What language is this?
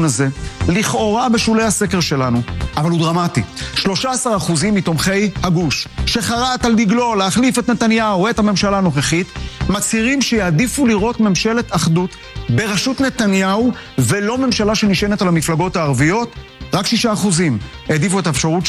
Hebrew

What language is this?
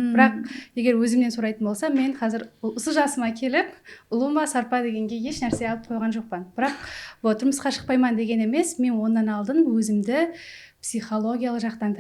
Kara-Kalpak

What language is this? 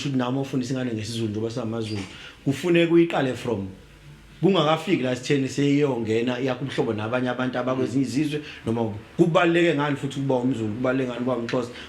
Zulu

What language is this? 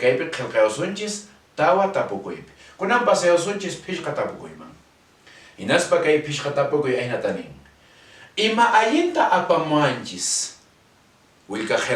Quechua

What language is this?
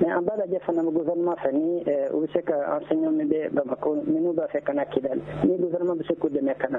Bambara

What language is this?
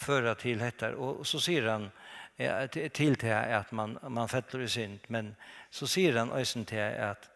Faroese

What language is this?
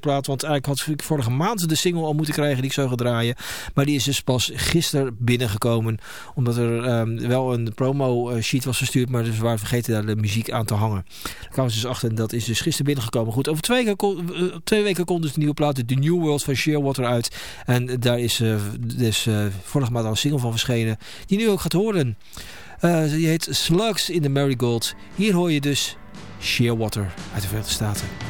Dutch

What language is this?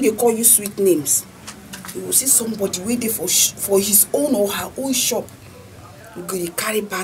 Nigerian Pidgin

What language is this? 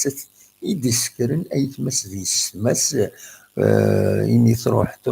Kabyle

